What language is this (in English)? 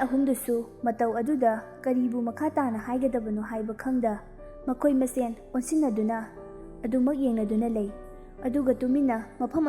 Manipuri